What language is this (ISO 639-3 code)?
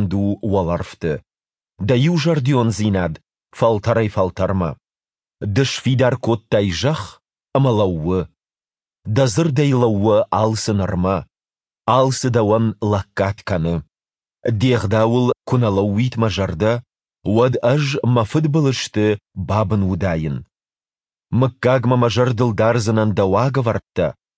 oss